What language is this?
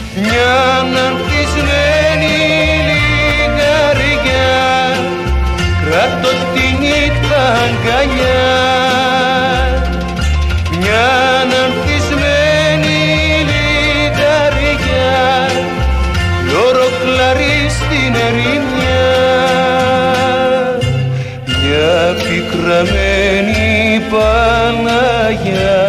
Greek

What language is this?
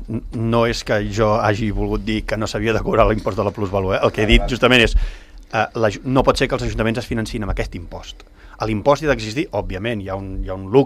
Catalan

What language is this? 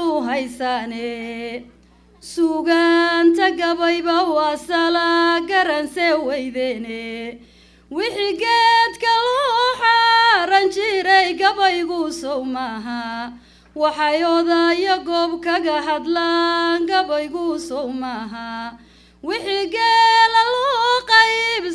Somali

